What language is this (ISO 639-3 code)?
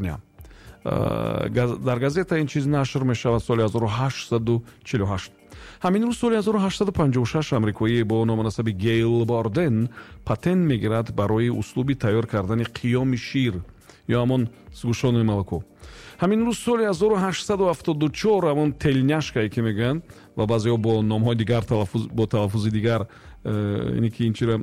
tgk